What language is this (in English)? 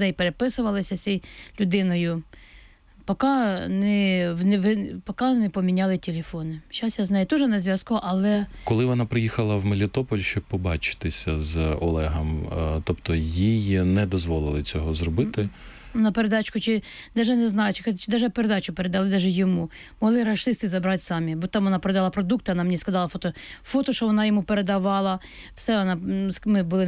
Ukrainian